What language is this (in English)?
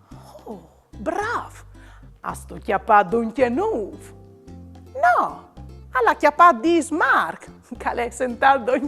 Friulian